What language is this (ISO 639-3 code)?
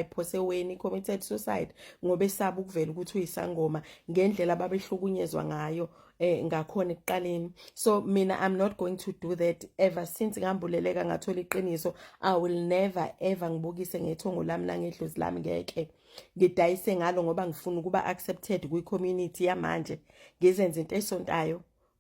zul